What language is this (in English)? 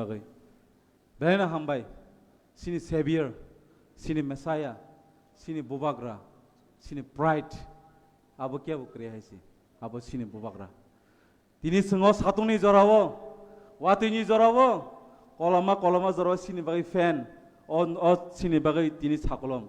Kok Borok